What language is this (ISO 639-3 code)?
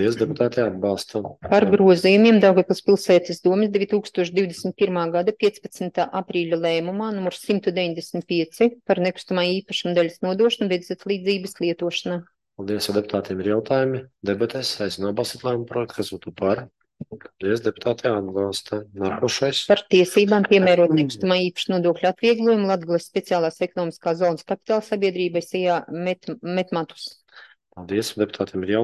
lav